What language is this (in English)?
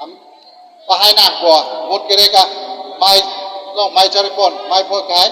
Karbi